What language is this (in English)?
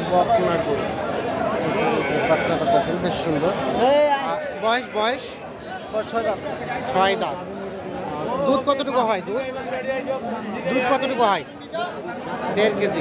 Bangla